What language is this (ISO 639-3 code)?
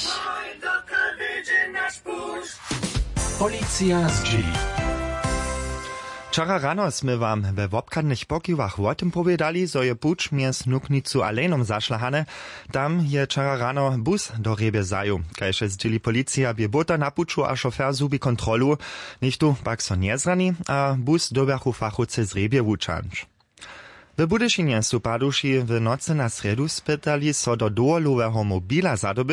hsb